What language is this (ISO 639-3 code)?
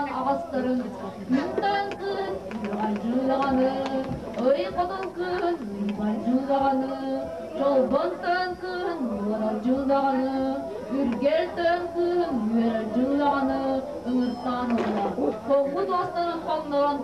sah